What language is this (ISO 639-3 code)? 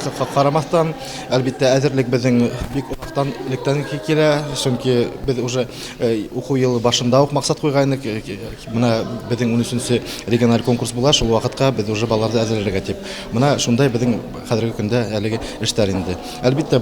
bak